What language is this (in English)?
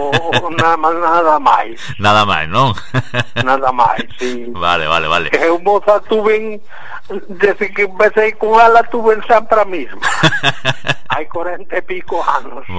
Galician